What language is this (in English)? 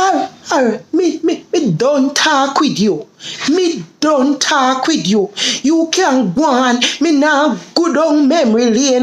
Jamaican Creole English